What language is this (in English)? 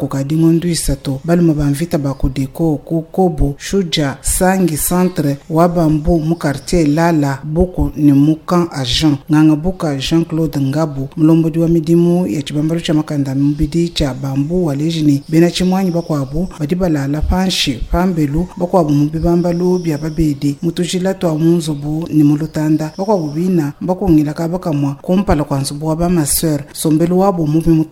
Luba-Lulua